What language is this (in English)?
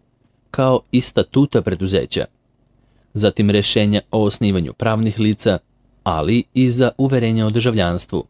Serbian